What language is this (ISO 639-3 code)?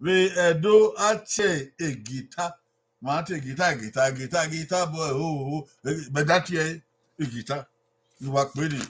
bin